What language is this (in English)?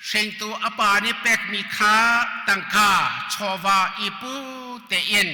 Hakha Chin